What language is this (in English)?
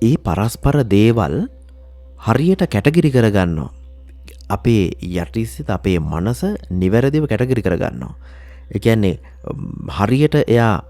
Sinhala